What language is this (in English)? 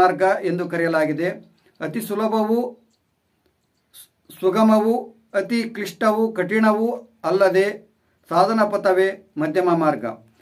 Kannada